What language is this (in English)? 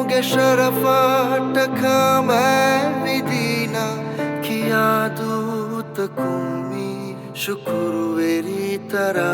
Divehi